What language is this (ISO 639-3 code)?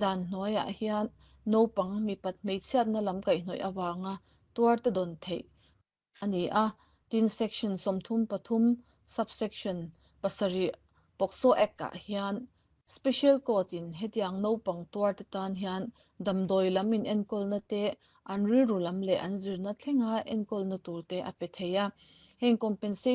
lus